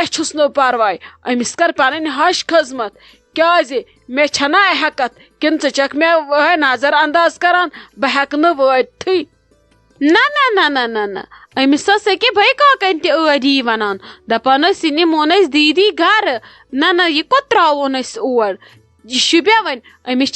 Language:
Kashmiri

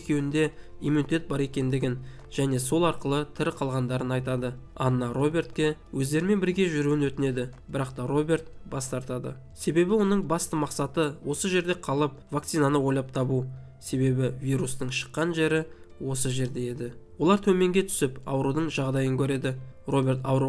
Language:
Kazakh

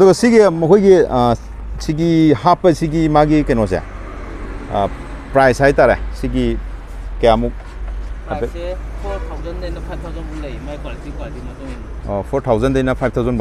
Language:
Manipuri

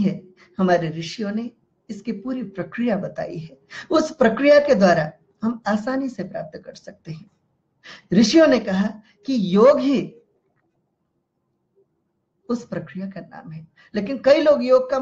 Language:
Hindi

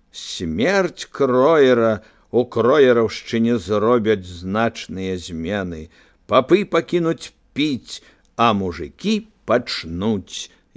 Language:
Belarusian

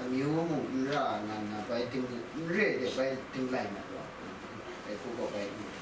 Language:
Kachin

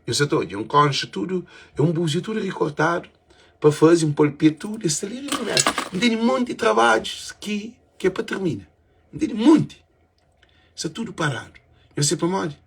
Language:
Kabuverdianu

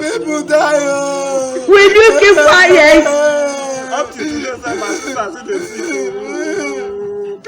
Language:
Nigerian Pidgin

